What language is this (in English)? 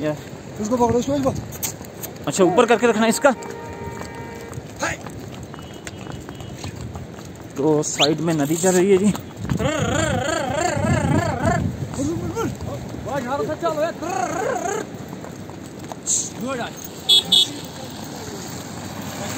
Hindi